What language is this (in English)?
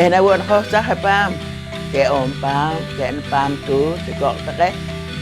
Poqomchi'